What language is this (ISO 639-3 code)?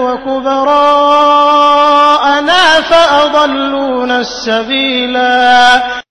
mal